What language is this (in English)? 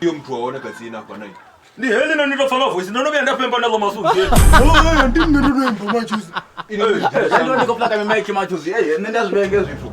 Venda